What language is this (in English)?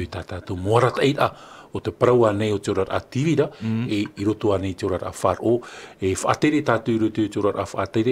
Tahitian